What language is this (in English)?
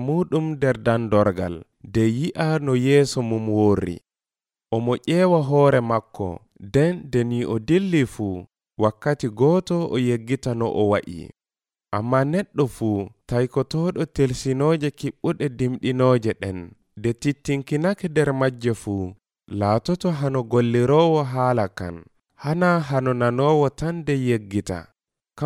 Nigerian Fulfulde